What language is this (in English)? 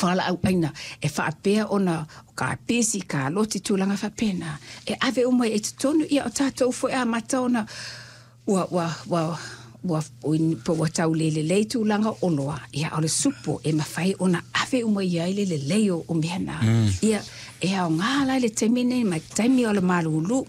Samoan